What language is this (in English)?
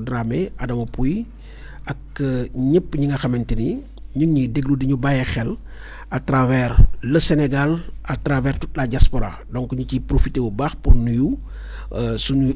Wolof